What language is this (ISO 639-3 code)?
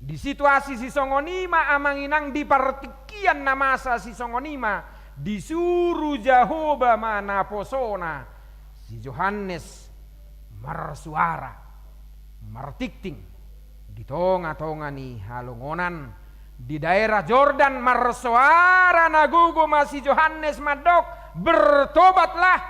bbc